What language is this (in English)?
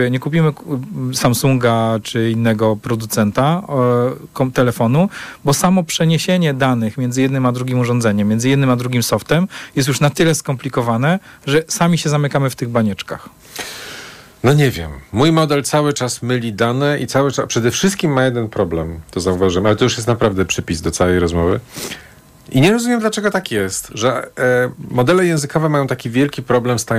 Polish